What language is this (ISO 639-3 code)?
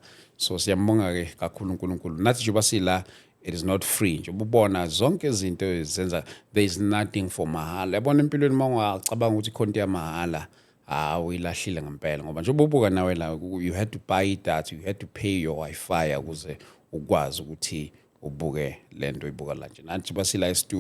zul